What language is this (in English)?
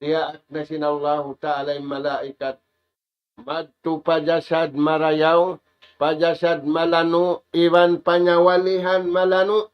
Tausug